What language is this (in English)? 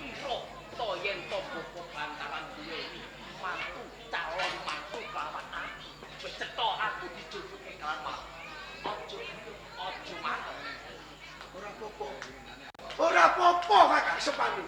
Javanese